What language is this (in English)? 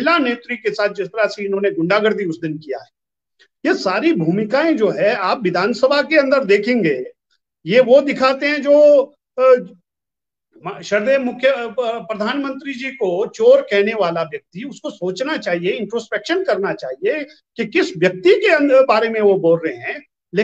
Hindi